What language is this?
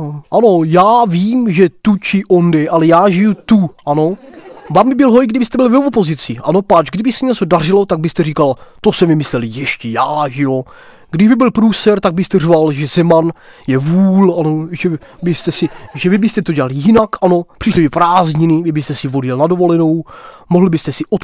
Czech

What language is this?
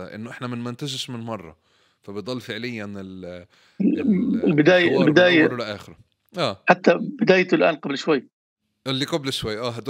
North Levantine Arabic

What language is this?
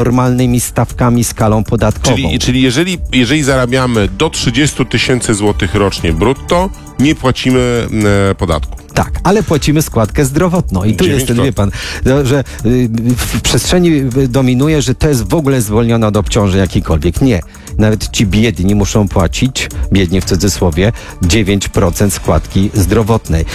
Polish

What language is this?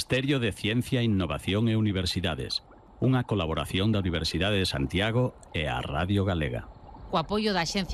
Galician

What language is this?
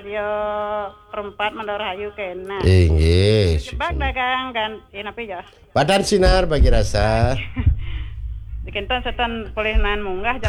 Balinese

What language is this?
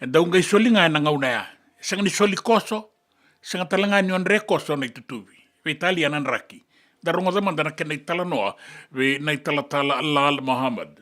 Fijian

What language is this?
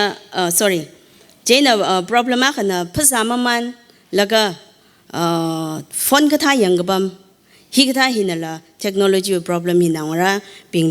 Tangkhul Naga (India)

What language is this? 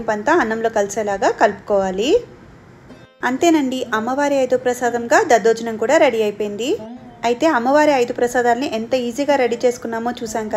Telugu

